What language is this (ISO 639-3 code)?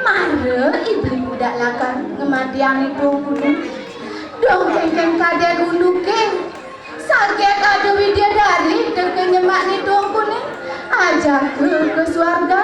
ban